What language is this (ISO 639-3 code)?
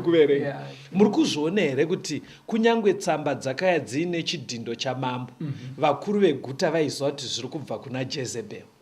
sna